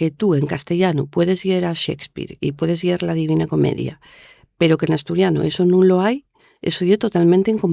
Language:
Asturian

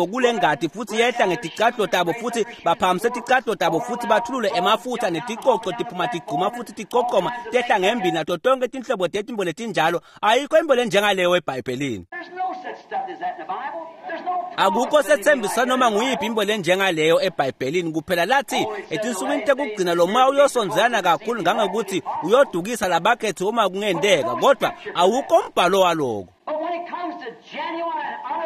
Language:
Swati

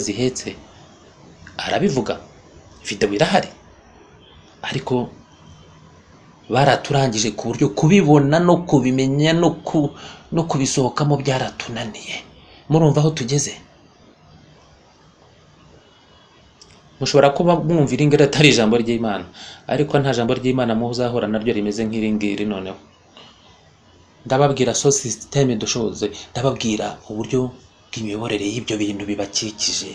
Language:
Kinyarwanda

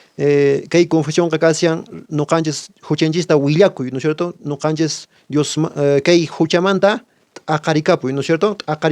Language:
Quechua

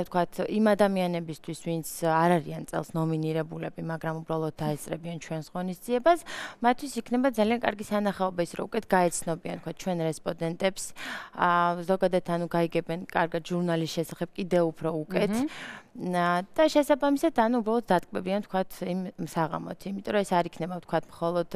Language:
Georgian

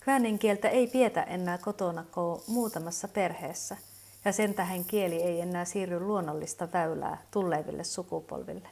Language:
Kven Finnish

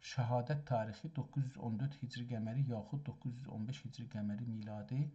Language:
South Azerbaijani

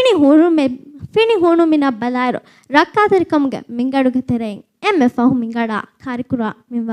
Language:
Divehi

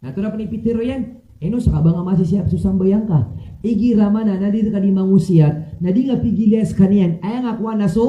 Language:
Maranao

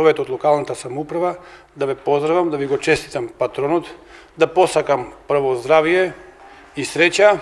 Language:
Macedonian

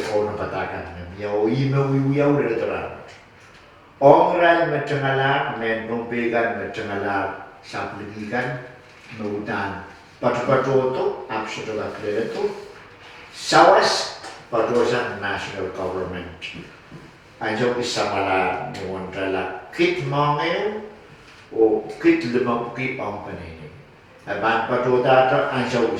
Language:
Pohnpeian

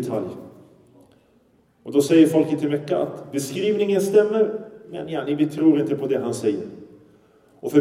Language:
Swedish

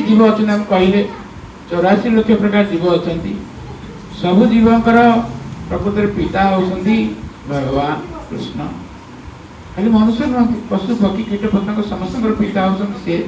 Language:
Odia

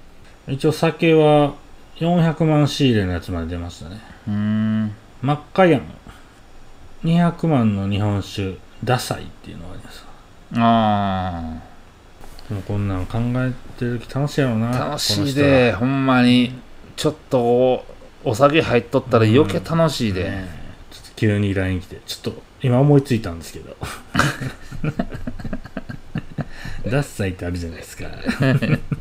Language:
Japanese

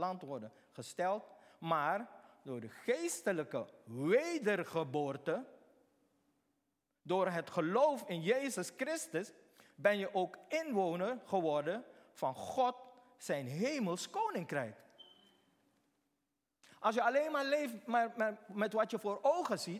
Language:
Dutch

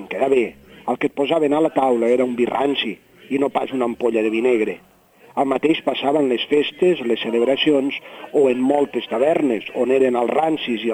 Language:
Catalan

